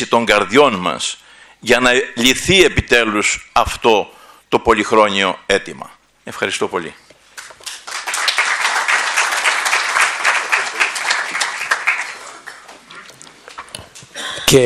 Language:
Greek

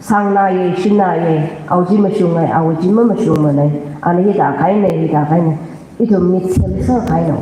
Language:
Tangkhul Naga (India)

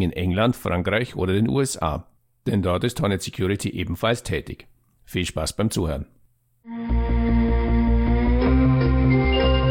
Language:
German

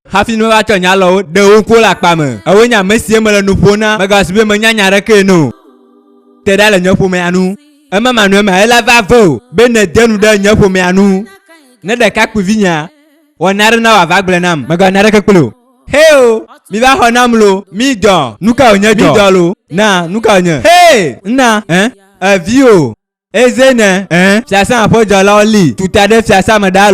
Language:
Ewe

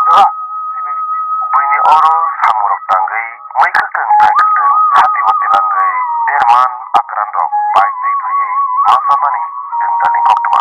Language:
Kok Borok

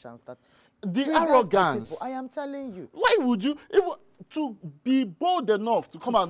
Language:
Igbo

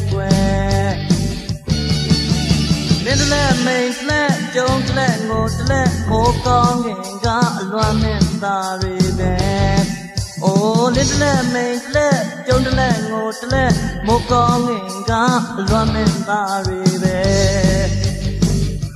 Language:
Burmese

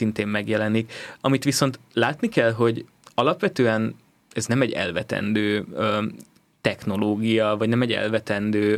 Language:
Hungarian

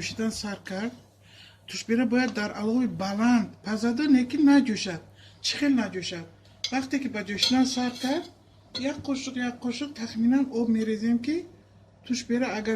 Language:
Tajik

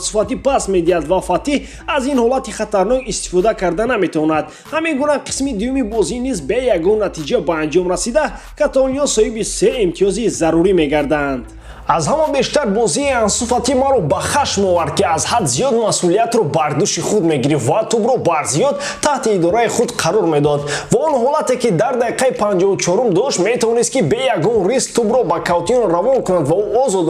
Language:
Tajik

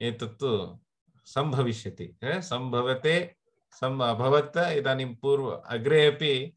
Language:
Sanskrit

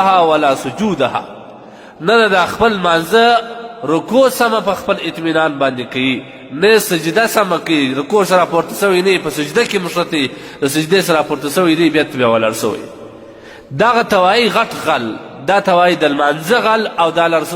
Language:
Pashto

